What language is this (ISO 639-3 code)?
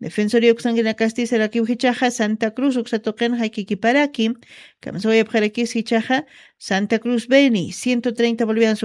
aym